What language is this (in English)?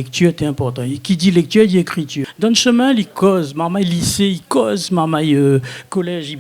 Réunion Creole French